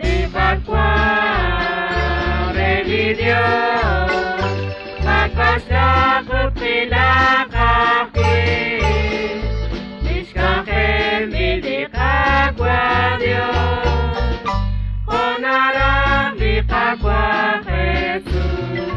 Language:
Kekchí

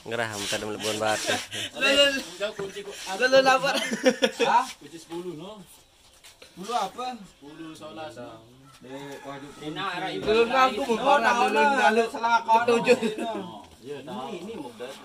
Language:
Sasak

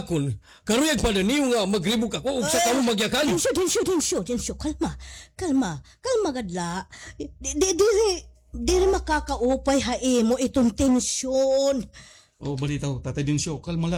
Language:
Waray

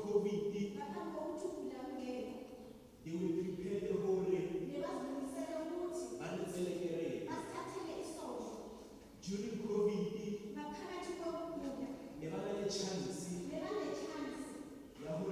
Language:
Tswana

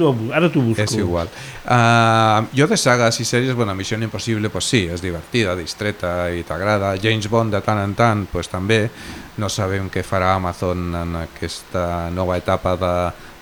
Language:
Catalan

